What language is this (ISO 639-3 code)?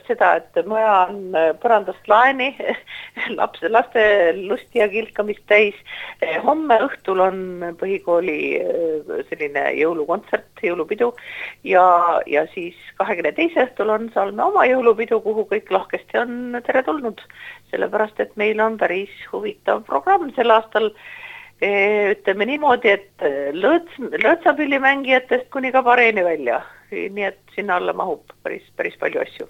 est